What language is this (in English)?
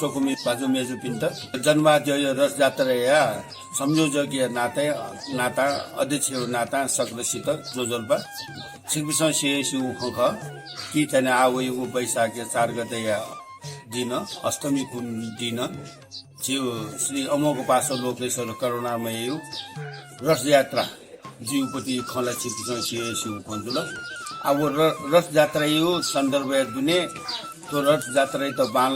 Newari